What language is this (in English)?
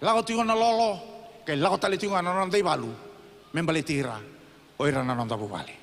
Fijian